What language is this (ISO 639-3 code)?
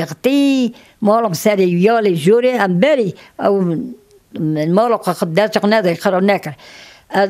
kur